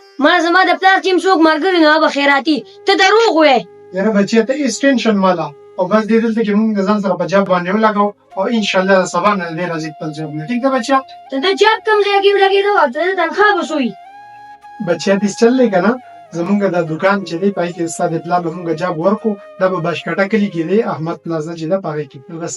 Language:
Pashto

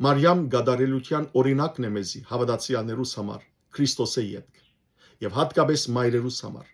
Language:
Western Armenian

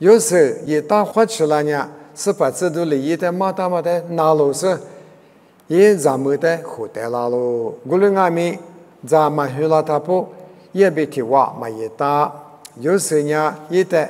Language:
Lisu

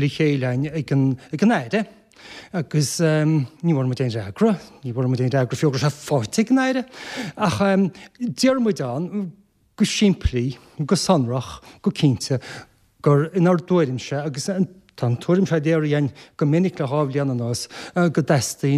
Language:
Irish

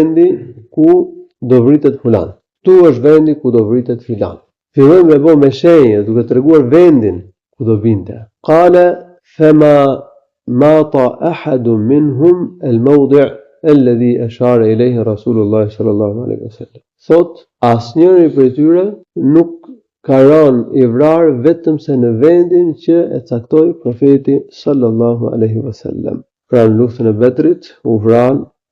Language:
Albanian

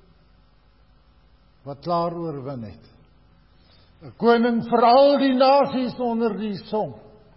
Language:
Afrikaans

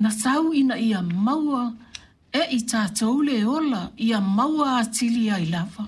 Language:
Samoan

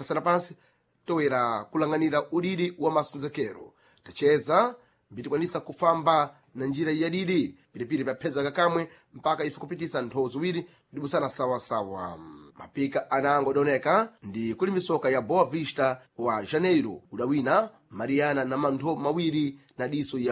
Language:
Sena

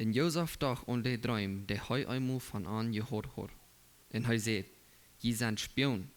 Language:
Plautdietsch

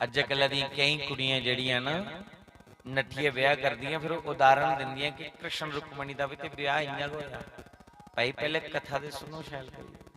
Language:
Dogri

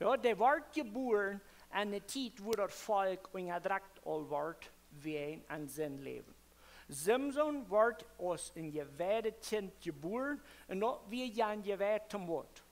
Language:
Plautdietsch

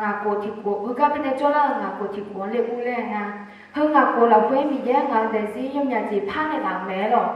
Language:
Akha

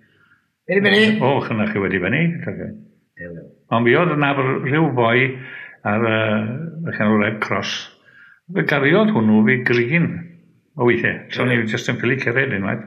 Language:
Welsh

